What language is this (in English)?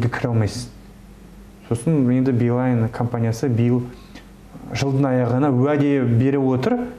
Kazakh